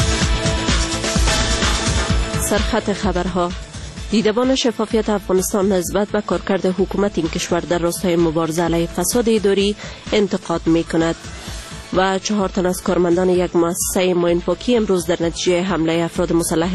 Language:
Persian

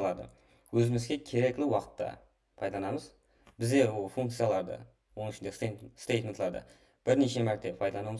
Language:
Kara-Kalpak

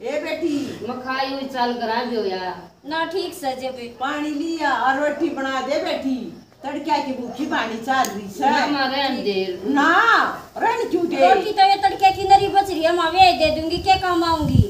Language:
Haryanvi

